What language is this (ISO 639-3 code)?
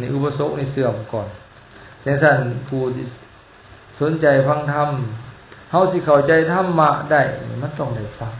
lao